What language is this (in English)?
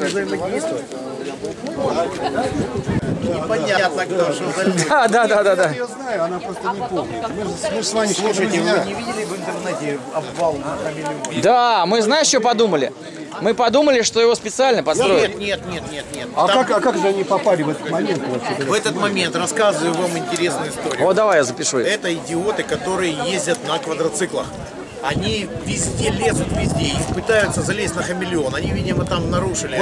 Russian